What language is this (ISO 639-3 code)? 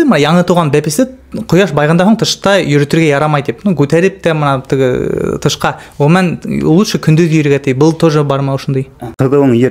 bak